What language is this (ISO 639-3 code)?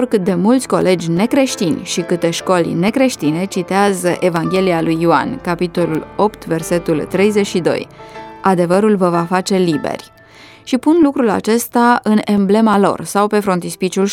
ron